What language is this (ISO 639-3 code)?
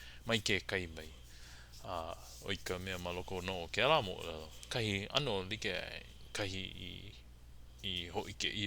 haw